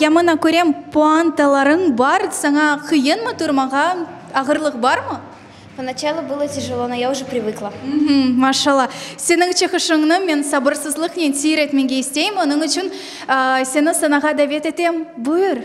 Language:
Crimean Tatar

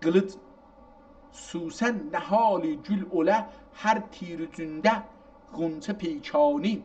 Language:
South Azerbaijani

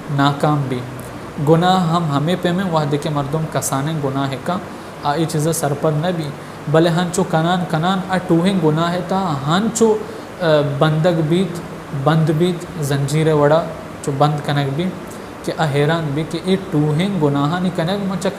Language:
Baluchi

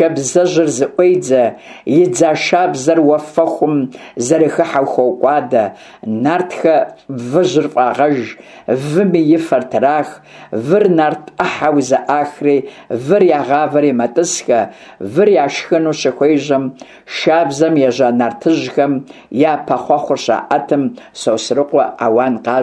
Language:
Kabardian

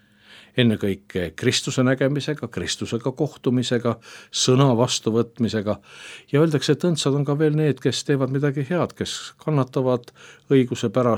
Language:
Estonian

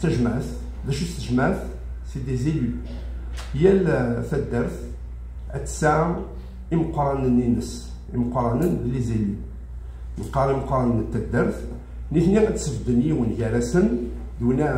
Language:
Kabyle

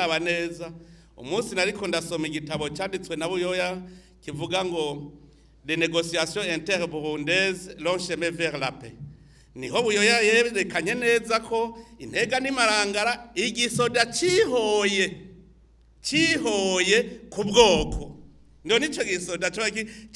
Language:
Rundi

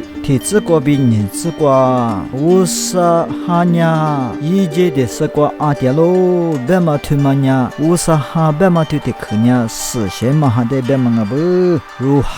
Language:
Lisu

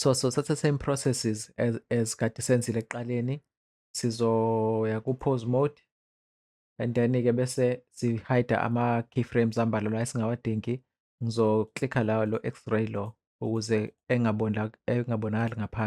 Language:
Zulu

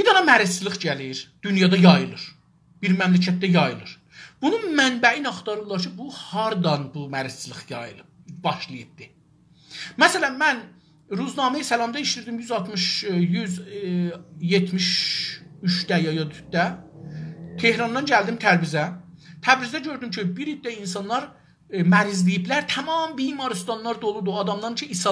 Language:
South Azerbaijani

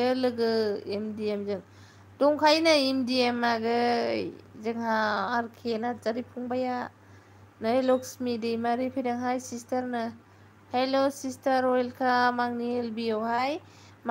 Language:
Bodo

